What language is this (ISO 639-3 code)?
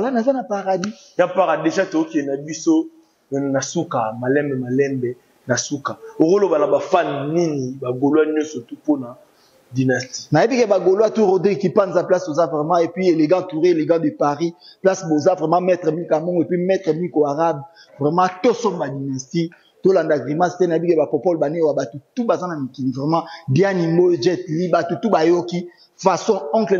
lin